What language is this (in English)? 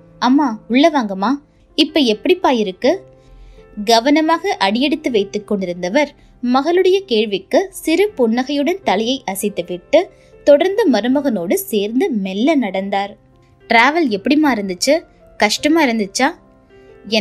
Tamil